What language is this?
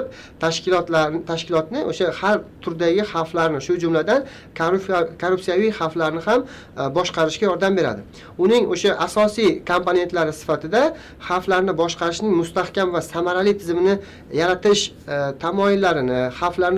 Uzbek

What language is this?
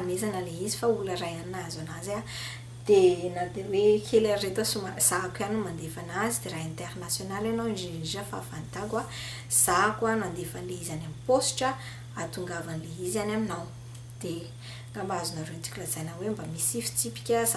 Malagasy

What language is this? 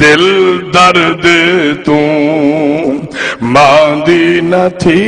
Saraiki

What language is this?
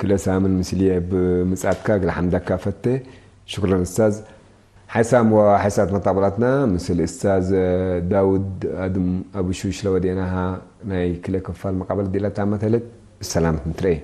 Tigre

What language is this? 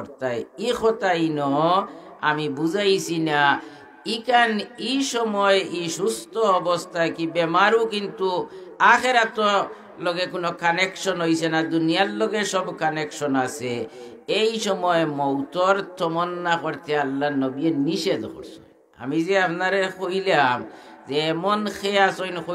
Sylheti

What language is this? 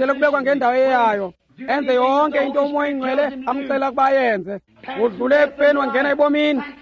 Xhosa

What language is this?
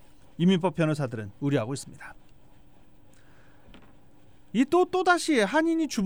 Korean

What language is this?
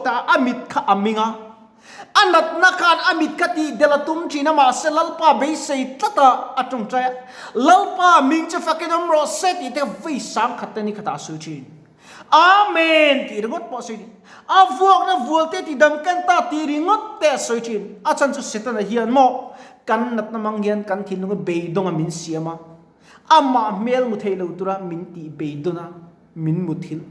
Mizo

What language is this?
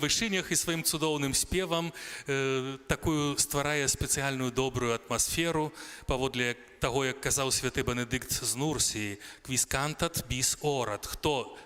Belarusian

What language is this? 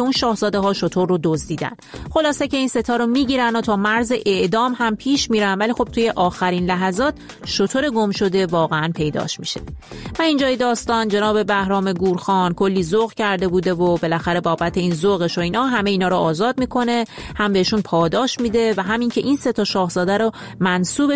Persian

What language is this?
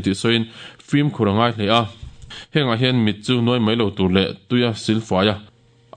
Mizo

